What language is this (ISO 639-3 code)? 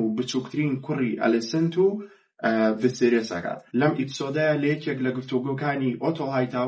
ckb